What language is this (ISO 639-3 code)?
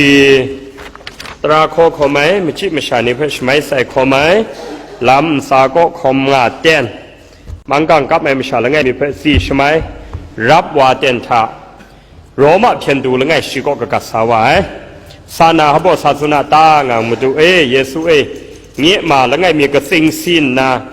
kac